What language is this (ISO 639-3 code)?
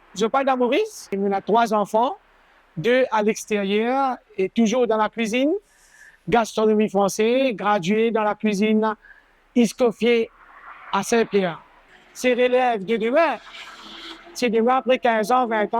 mfe